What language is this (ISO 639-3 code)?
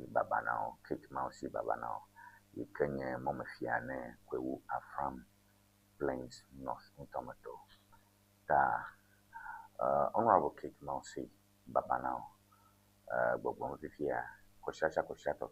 ewe